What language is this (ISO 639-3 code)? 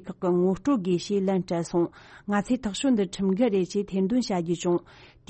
bod